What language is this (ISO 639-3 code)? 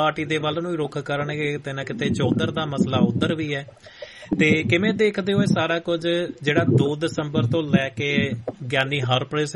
pan